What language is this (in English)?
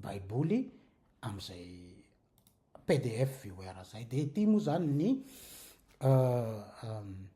Malagasy